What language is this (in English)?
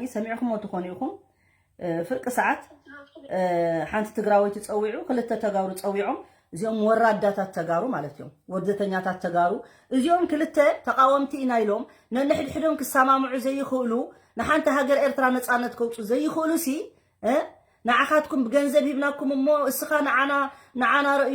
Tigrinya